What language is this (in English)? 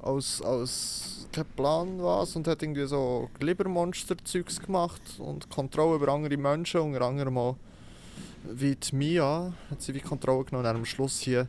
Swiss German